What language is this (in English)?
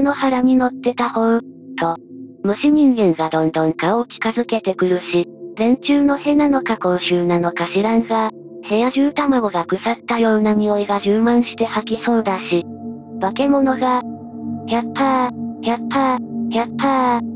Japanese